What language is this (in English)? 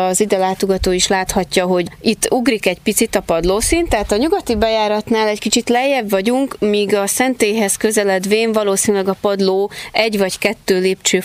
Hungarian